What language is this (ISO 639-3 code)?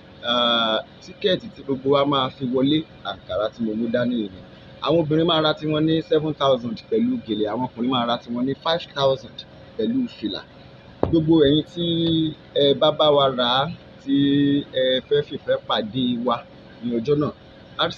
yor